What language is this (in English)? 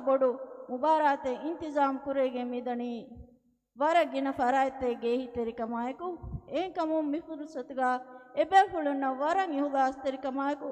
Divehi